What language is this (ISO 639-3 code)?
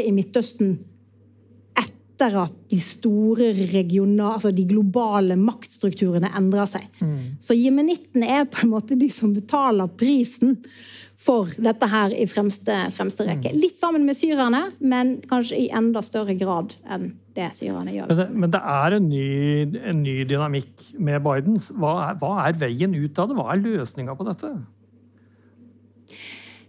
nor